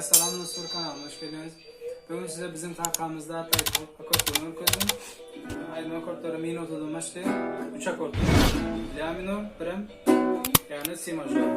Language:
Turkmen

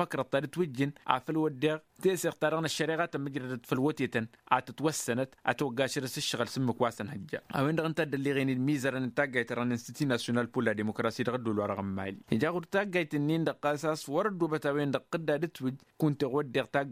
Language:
Tamasheq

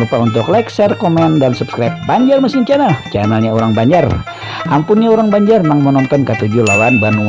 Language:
Banjar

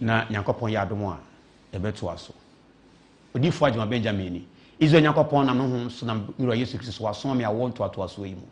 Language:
Akan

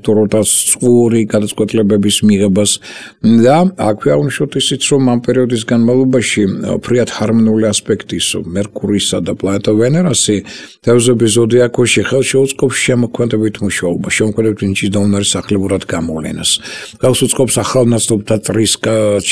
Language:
Georgian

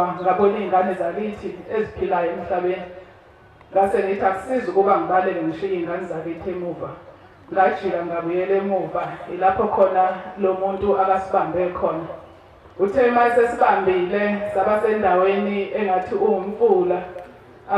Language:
Zulu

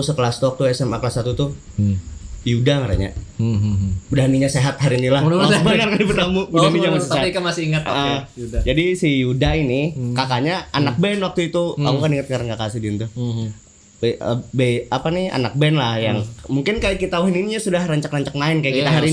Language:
Banjar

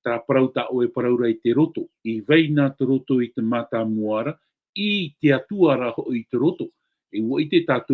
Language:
Tahitian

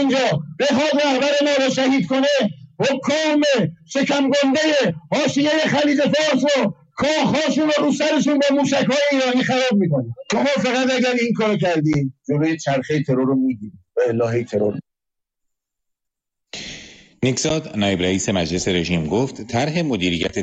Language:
Persian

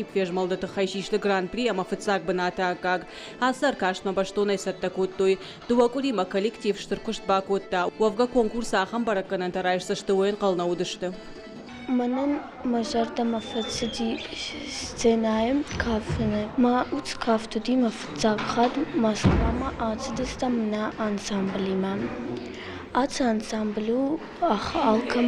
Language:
Ossetic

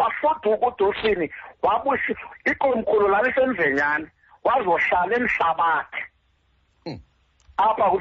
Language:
Xhosa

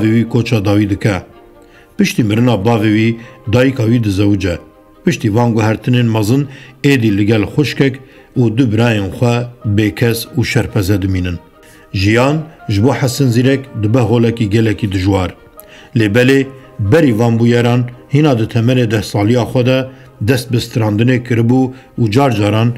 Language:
Kurdish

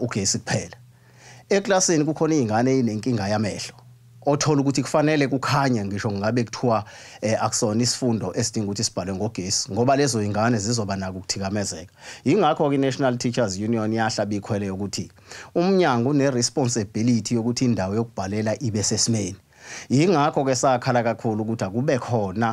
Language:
Zulu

